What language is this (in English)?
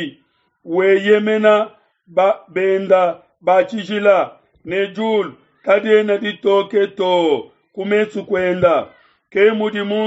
Luba-Lulua